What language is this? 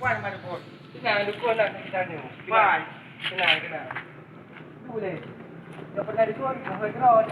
Achinese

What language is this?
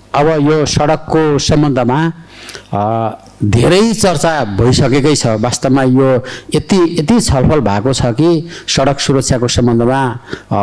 Nepali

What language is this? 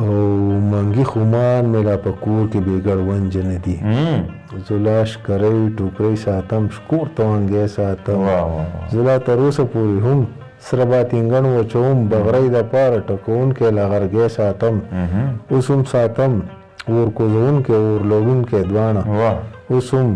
Pashto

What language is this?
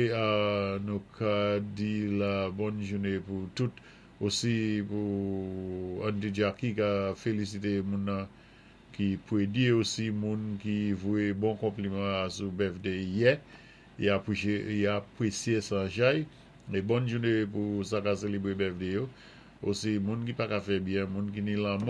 Saint Lucian Creole French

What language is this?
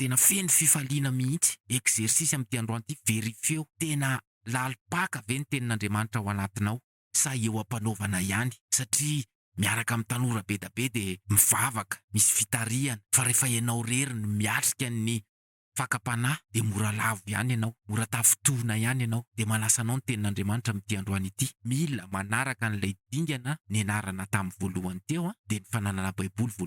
Malagasy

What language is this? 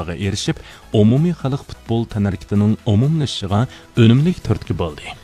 Uyghur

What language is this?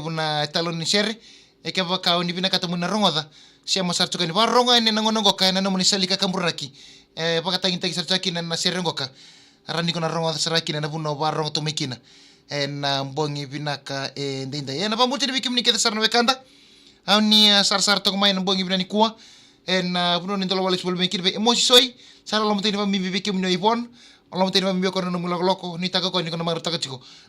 Fijian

